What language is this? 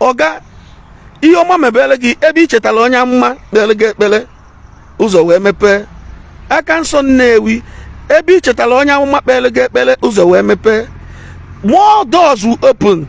Igbo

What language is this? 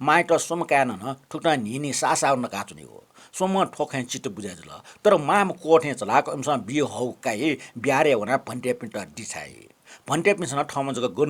Newari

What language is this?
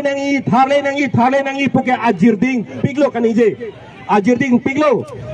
Karbi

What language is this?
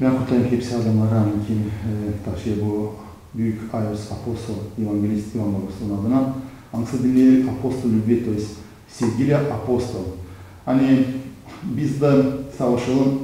Gagauz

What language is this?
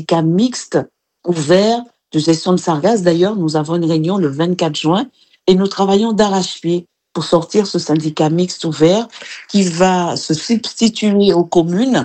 French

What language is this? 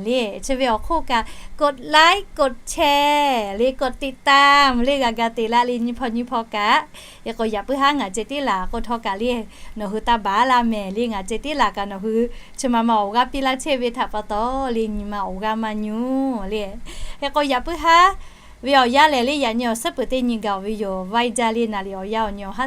Lahu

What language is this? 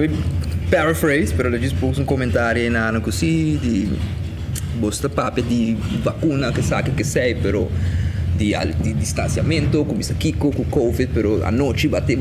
Papiamento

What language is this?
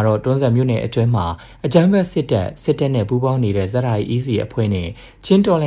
Burmese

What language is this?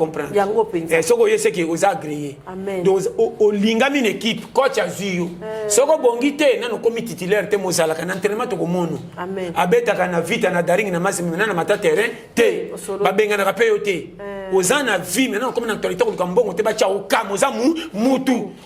Lingala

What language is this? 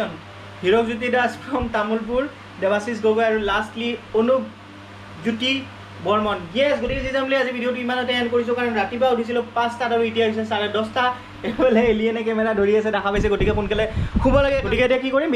Assamese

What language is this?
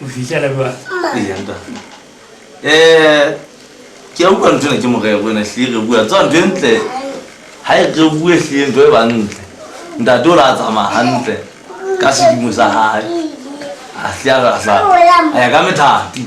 Southern Sotho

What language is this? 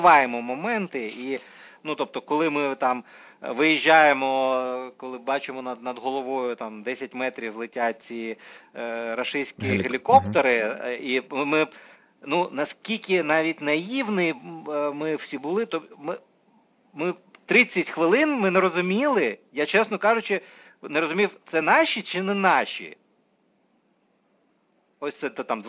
Ukrainian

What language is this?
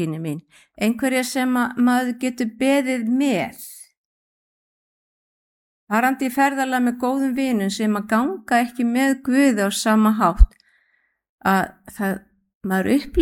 Icelandic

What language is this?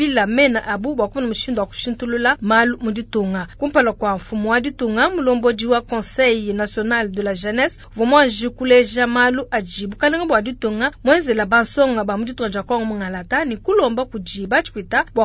Luba-Lulua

